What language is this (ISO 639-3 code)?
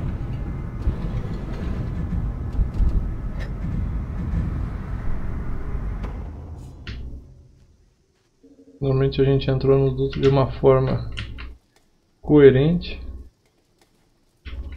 por